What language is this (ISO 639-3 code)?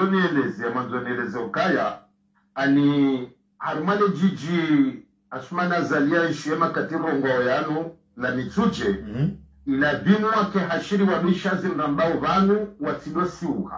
swa